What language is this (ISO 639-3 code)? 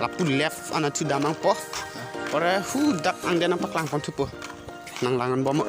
mjw